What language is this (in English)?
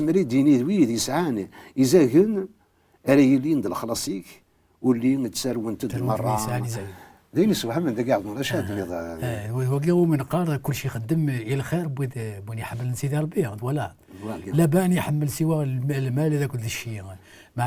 Kabyle